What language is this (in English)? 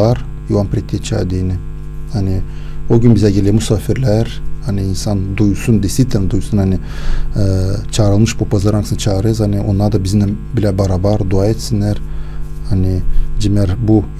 Gagauz